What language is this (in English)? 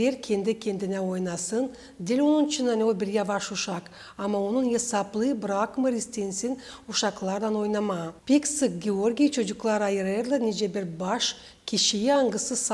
Gagauz